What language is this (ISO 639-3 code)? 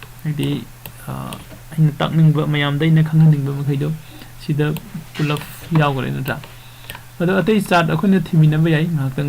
mni